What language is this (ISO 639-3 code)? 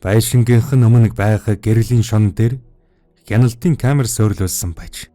mon